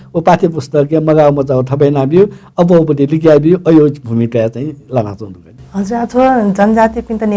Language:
Newari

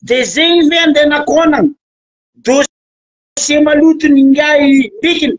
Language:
Malagasy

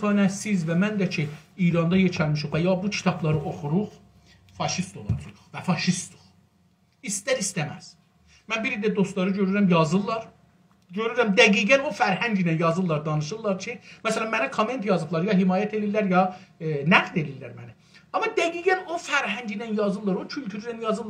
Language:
South Azerbaijani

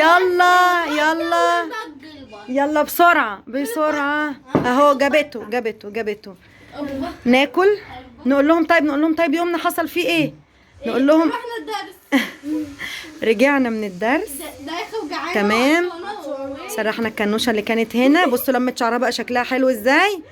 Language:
Egyptian Arabic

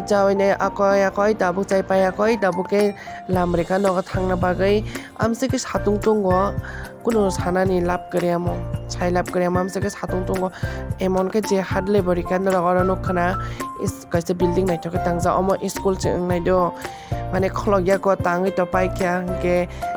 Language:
Kok Borok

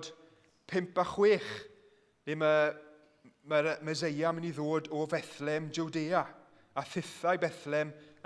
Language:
Welsh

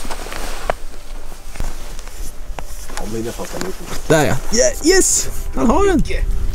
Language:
Swedish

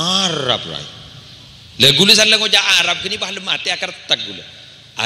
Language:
Madurese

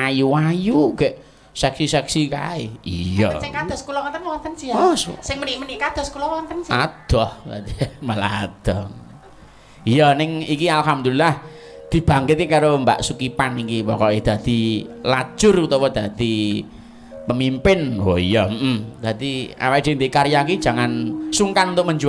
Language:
Javanese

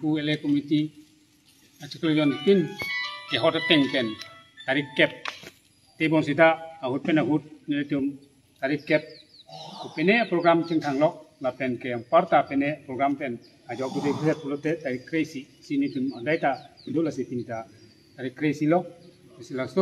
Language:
Karbi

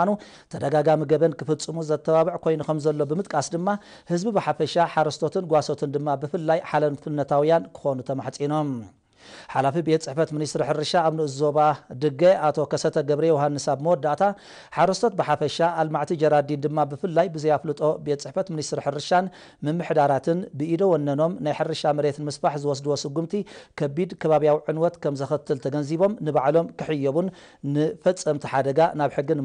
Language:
Tigrinya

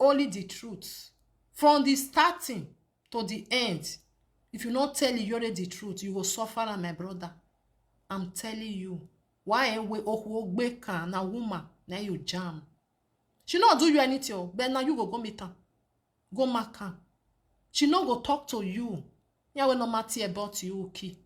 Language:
Nigerian Pidgin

